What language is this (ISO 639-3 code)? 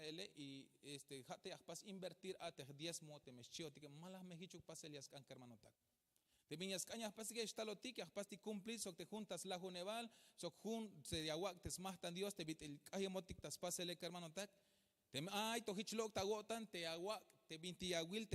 tzh